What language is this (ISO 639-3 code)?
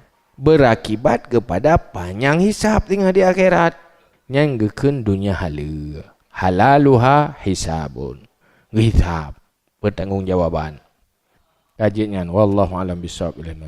ace